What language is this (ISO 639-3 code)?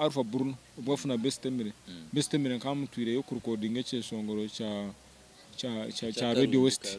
nyn